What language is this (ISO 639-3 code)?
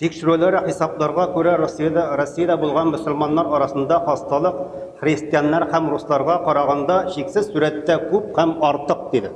tat